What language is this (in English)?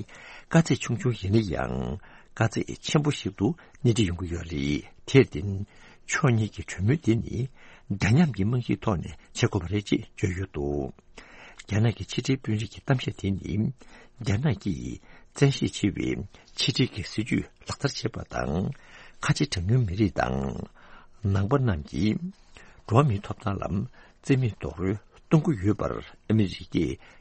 Tibetan